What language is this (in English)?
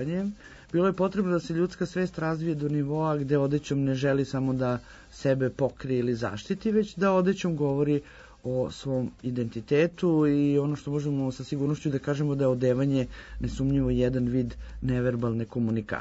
Serbian